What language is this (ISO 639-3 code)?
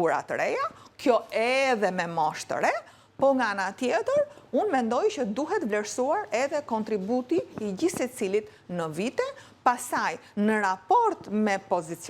sqi